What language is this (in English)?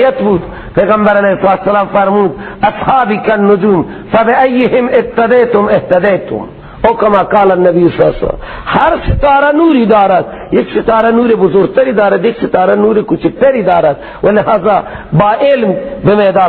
Persian